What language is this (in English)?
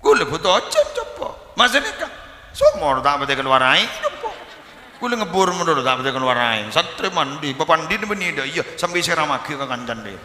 Madurese